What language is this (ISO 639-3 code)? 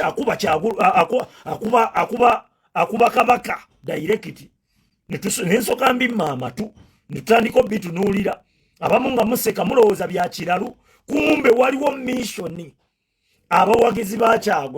lug